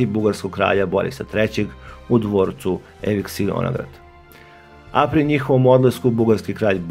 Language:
Serbian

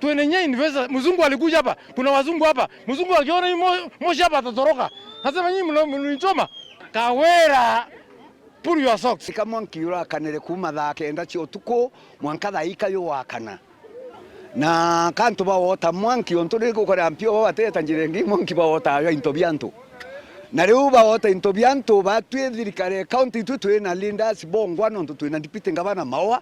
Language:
Meru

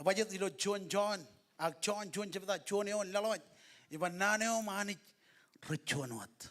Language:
Marshallese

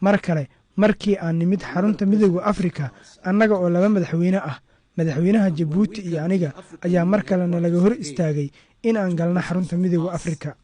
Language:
Somali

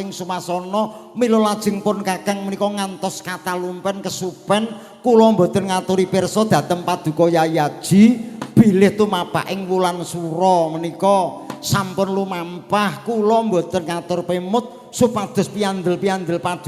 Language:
Javanese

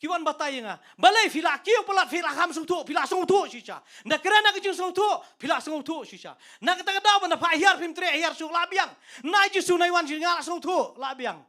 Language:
Khasi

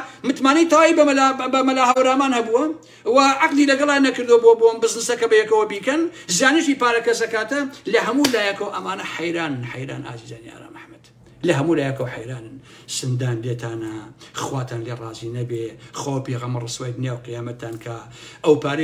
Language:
Central Kurdish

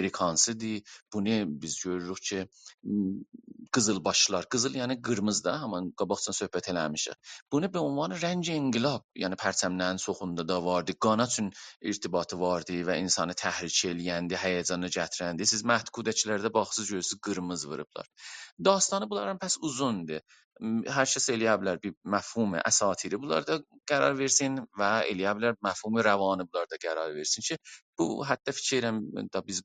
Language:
South Azerbaijani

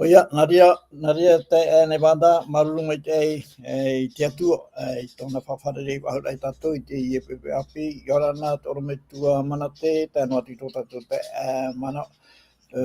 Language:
Tahitian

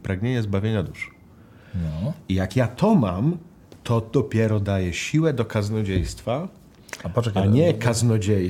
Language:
Polish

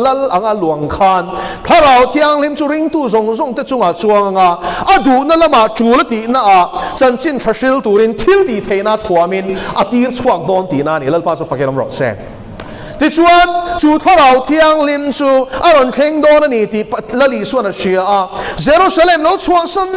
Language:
Mizo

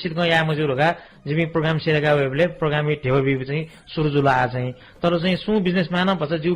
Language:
Newari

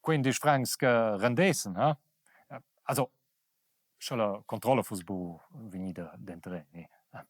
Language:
Romansh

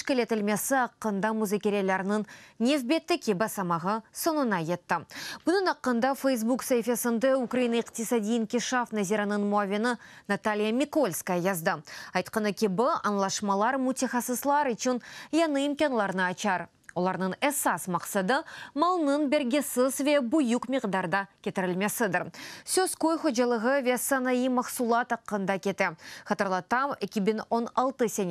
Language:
Crimean Tatar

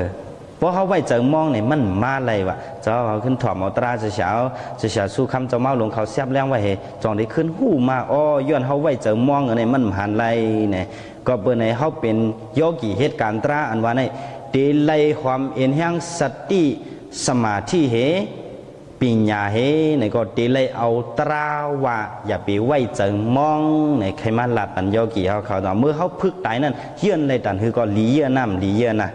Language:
Shan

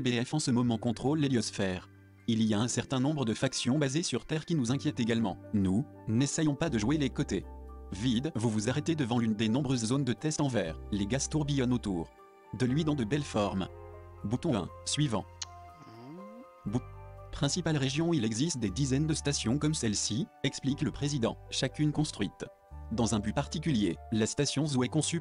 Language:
French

